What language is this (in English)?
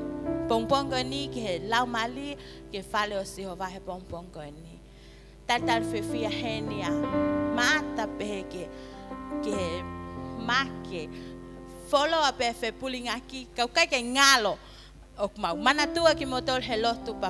Tongan